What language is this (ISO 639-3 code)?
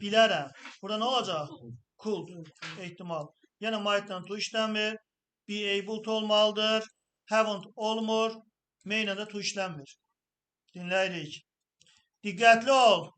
aze